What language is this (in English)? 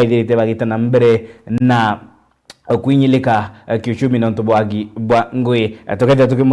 Meru